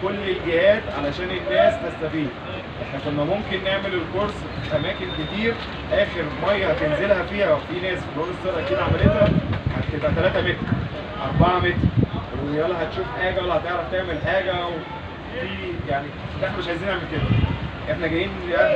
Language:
Egyptian Arabic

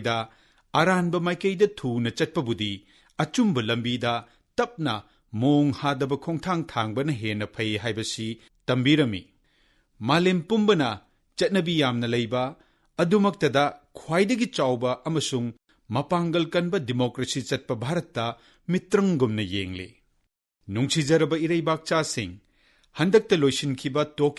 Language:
Manipuri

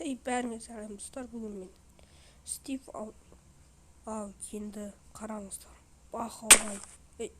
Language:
Kazakh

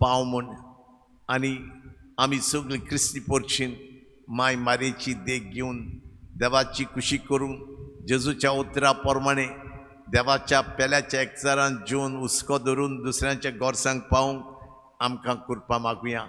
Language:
Konkani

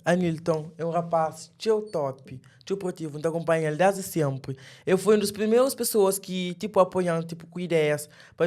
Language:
Kabuverdianu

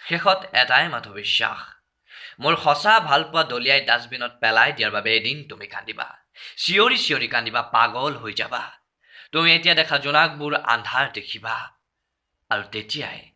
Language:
Assamese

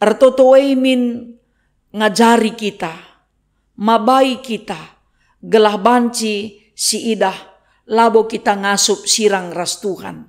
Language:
Batak Karo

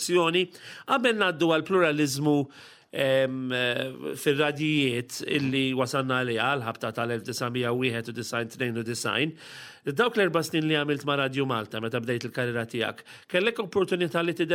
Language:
Maltese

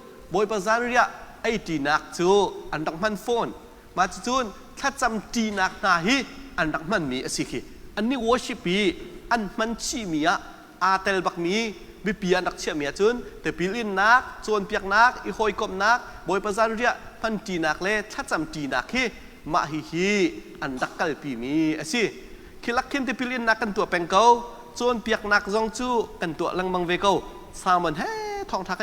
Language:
Hakha Chin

